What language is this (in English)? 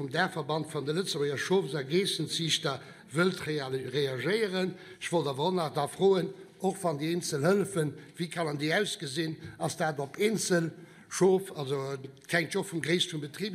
Luxembourgish